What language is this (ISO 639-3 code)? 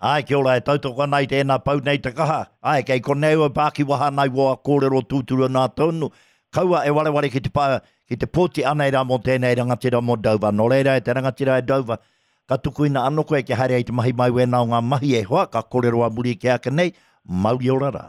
mri